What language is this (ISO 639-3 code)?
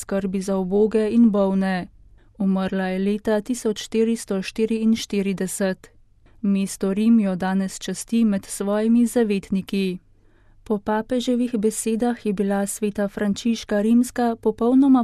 slv